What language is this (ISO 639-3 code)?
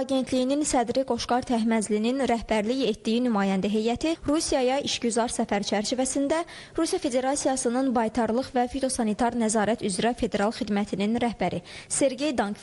aze